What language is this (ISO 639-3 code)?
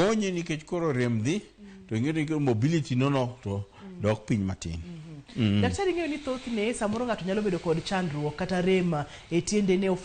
luo